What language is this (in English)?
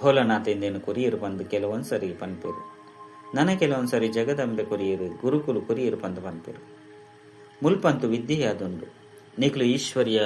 Tulu